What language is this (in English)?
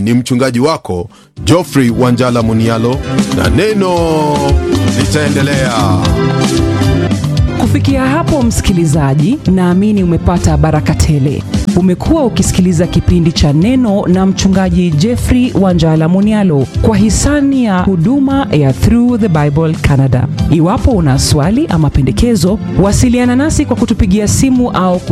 Swahili